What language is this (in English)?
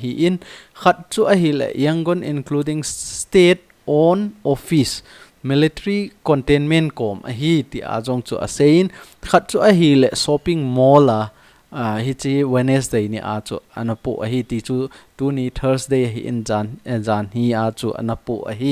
Thado Chin